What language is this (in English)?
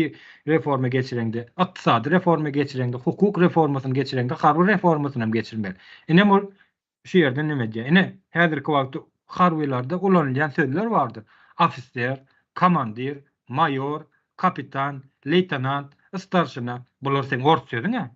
Turkmen